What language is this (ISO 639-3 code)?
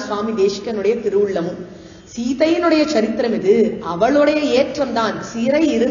tam